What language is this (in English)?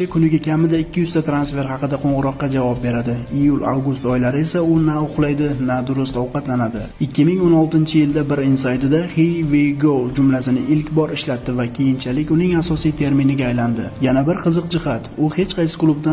Uzbek